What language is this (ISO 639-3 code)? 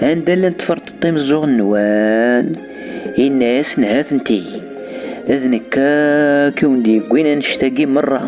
kab